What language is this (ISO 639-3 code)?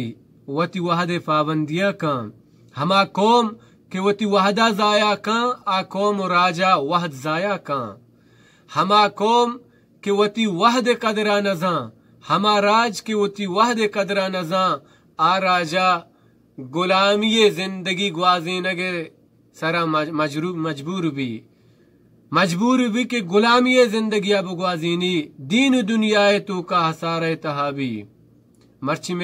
bal